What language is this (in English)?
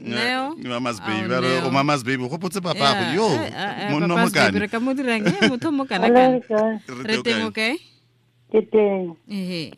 Tswana